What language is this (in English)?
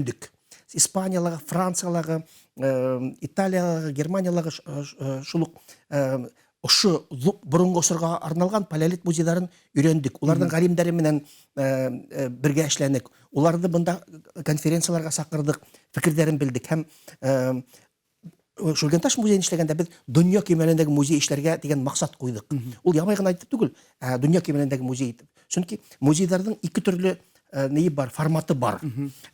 Bashkir